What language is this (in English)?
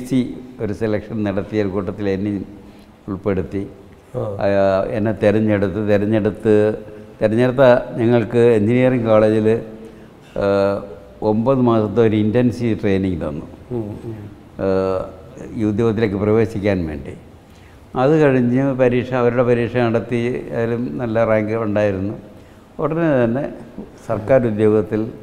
Malayalam